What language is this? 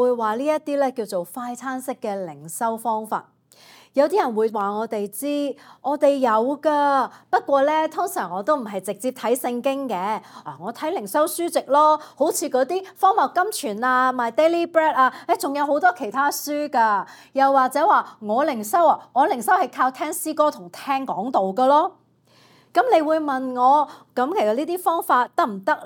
Cantonese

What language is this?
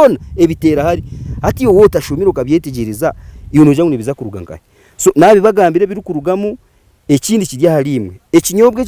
Nyankole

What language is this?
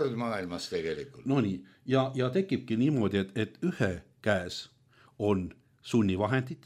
Estonian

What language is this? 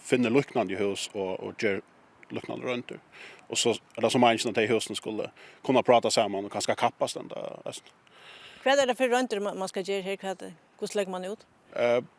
Faroese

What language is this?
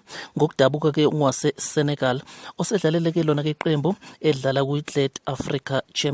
Zulu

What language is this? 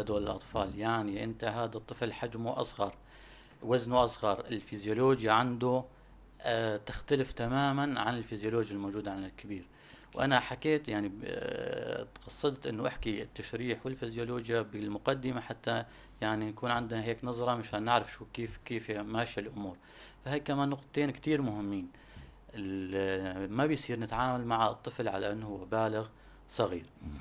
North Levantine Arabic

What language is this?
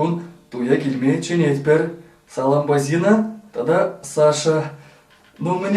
Chuvash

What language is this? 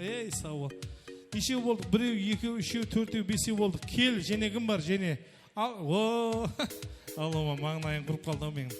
Kara-Kalpak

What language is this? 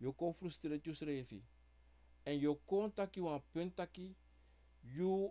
Sranan Tongo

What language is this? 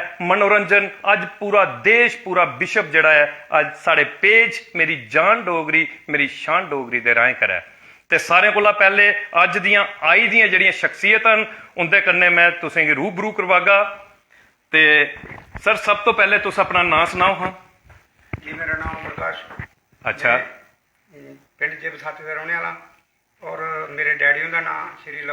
Dogri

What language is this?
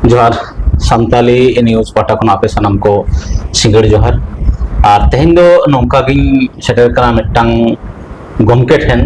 Santali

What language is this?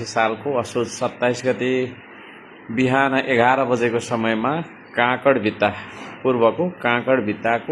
Nepali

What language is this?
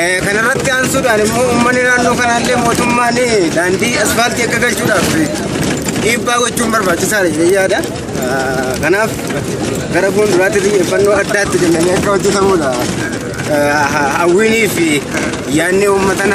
Oromo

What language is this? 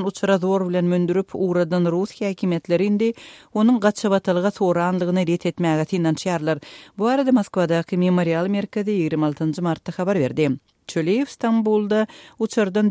Turkmen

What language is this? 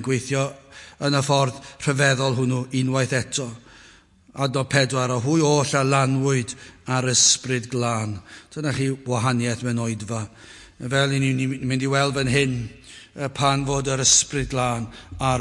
Welsh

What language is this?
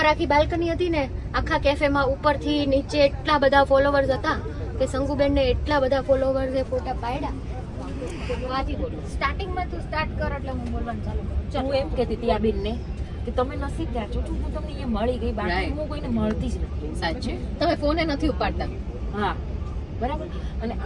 Gujarati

